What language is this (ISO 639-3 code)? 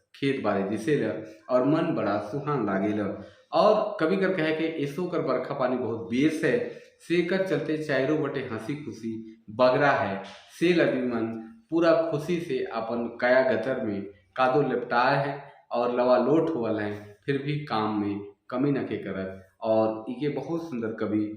sck